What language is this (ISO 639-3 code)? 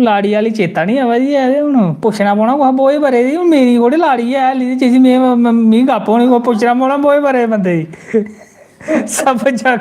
doi